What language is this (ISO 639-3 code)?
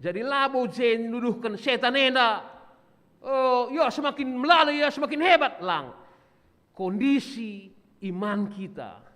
btx